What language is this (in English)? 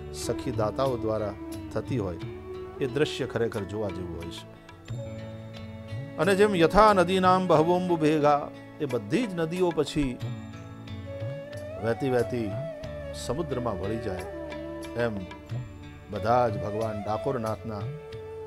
Gujarati